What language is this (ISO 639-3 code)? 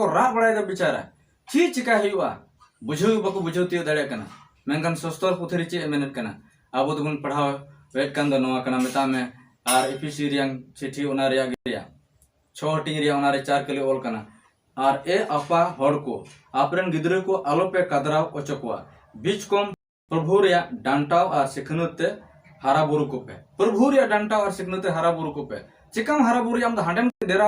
sat